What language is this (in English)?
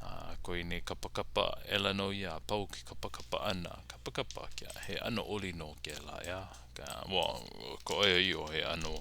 Hawaiian